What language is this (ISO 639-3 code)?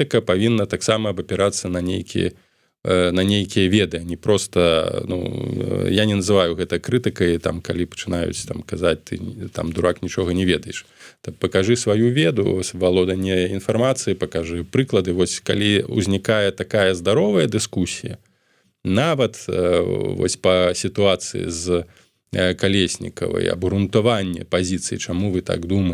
bel